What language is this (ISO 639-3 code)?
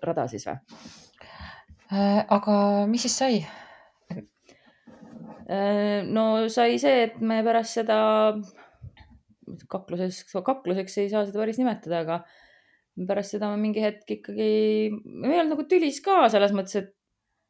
est